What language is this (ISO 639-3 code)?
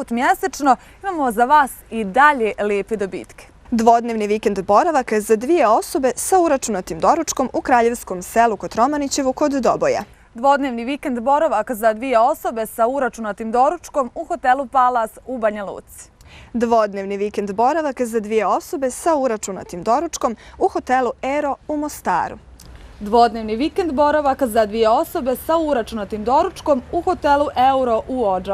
bos